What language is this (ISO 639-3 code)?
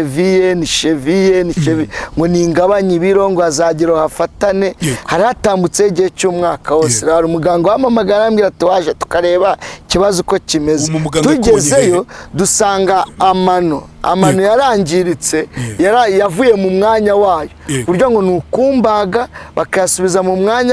kin